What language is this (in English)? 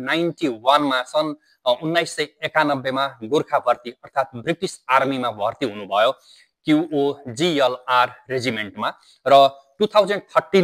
Nepali